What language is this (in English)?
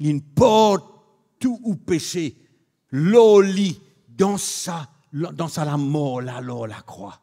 Morisyen